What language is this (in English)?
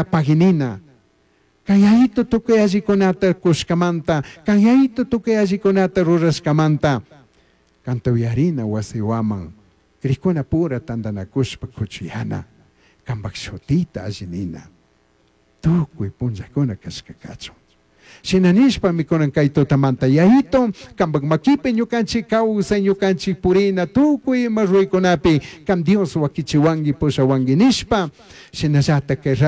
Chimborazo Highland Quichua